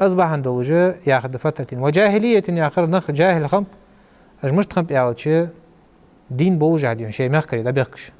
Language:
Ingush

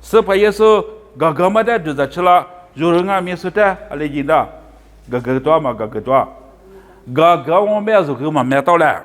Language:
Lisu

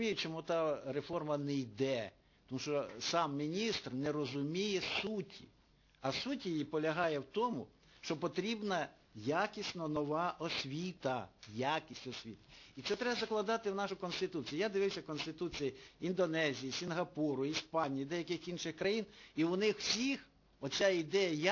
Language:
Ukrainian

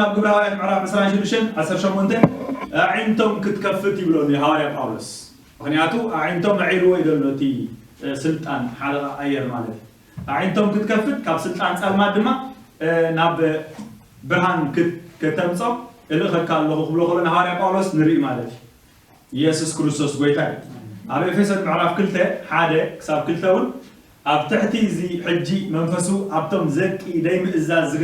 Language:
Tigrinya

